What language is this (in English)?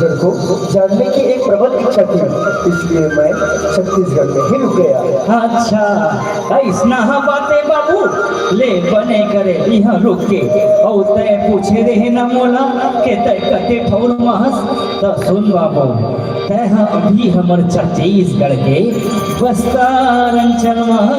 Chhattisgarhi